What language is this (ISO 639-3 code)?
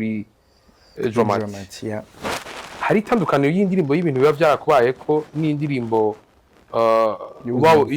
run